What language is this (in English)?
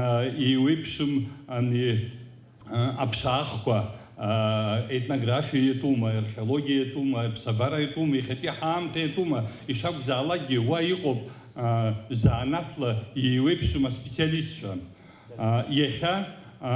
Abkhazian